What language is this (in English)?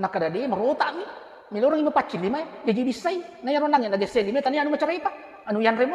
Buginese